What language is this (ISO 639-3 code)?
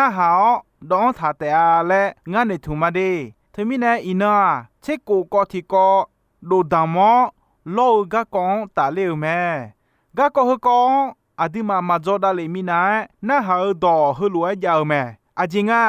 ahk